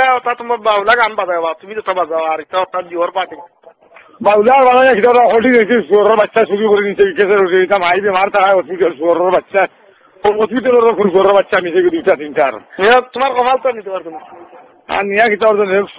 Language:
Sylheti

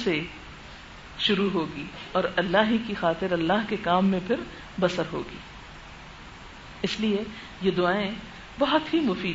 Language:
Urdu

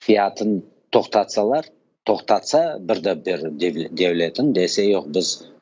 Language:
Crimean Tatar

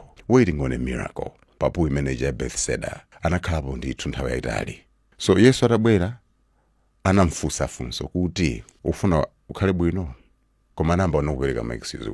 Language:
Nyanja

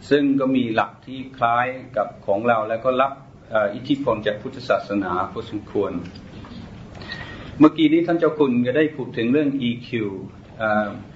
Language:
Thai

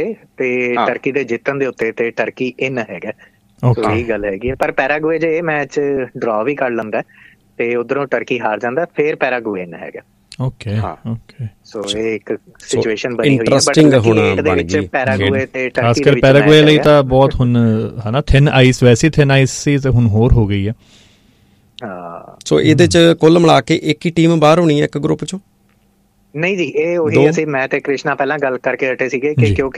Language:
Punjabi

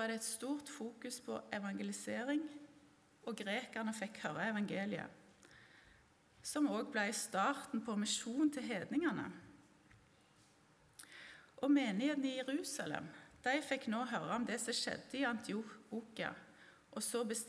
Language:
Norwegian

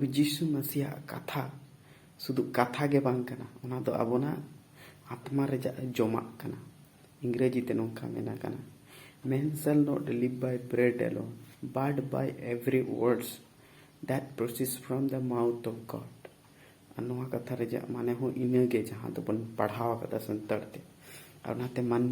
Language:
Santali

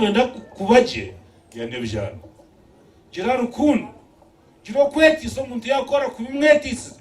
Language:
Nyankole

